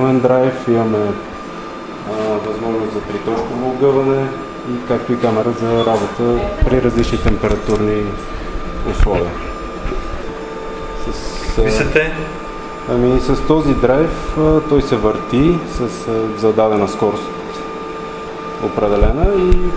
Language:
Bulgarian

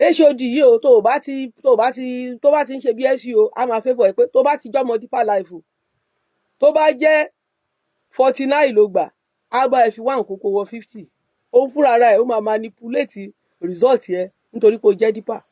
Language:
Yoruba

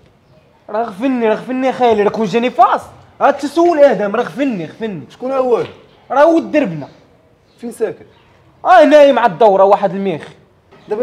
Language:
Moroccan Arabic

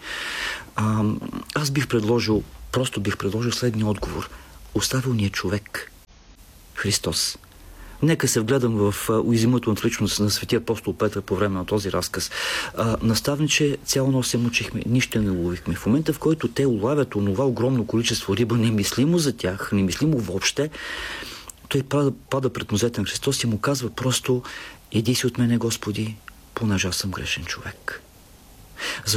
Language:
Bulgarian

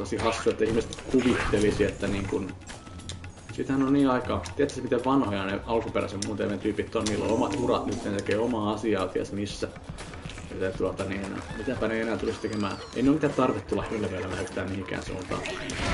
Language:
Finnish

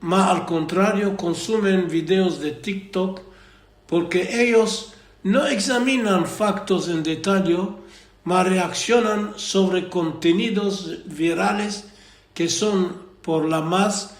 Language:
Ladino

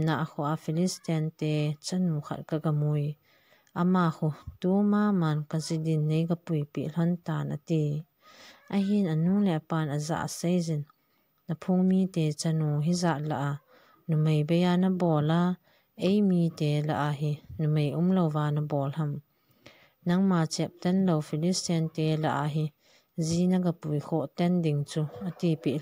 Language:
Thado Chin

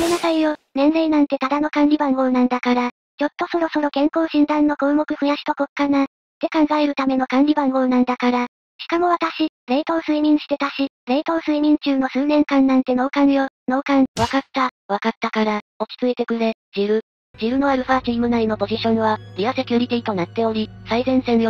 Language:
Japanese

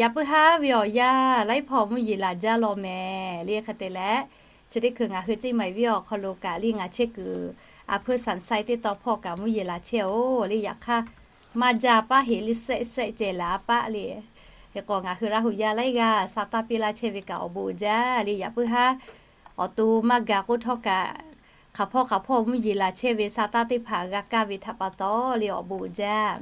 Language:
Lahu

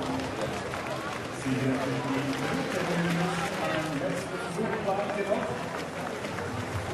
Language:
German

